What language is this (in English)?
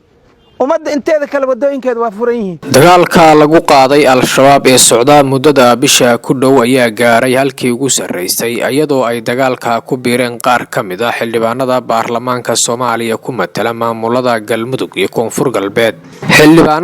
Somali